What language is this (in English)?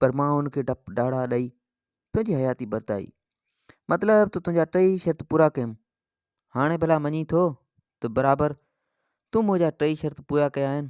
Sindhi